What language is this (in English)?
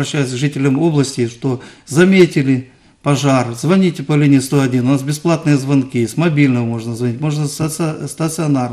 Russian